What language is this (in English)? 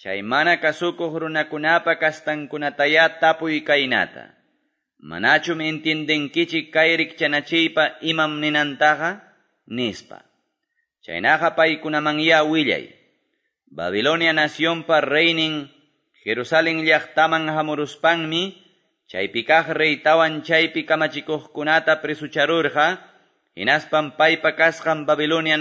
Quechua